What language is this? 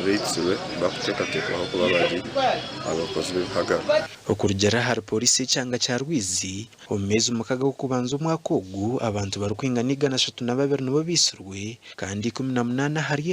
Nyankole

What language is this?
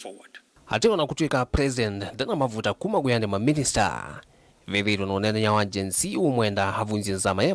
Kamba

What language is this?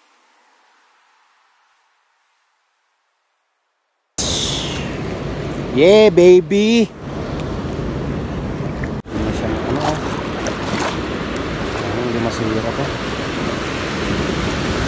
Filipino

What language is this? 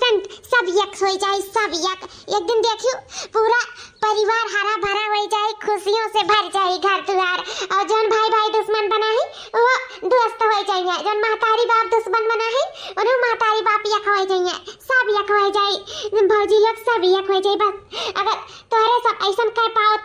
Awadhi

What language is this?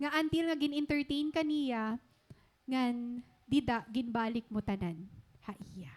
Waray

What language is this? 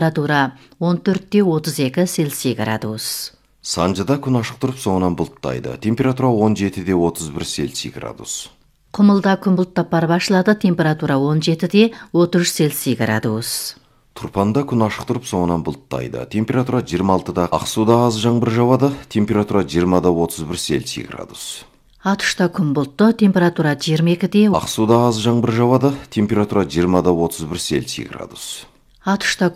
Kazakh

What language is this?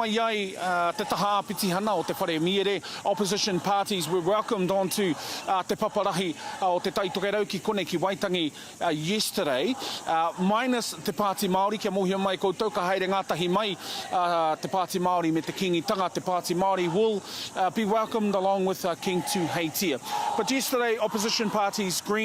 Māori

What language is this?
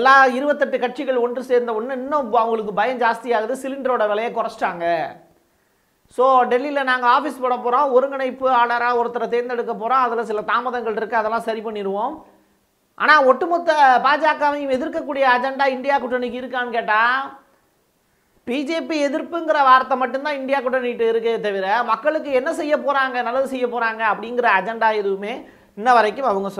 Tamil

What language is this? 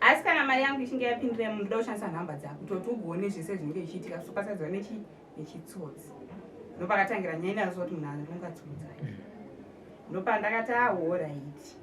Shona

